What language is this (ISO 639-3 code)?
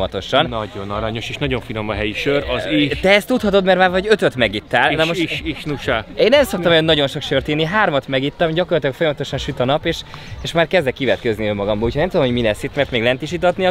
hun